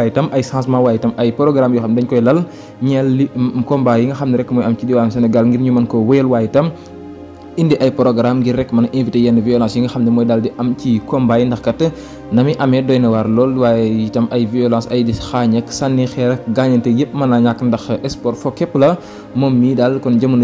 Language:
Wolof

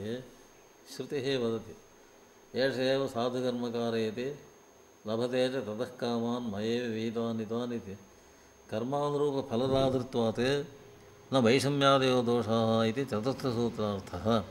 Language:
Sanskrit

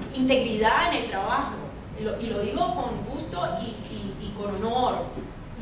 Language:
Spanish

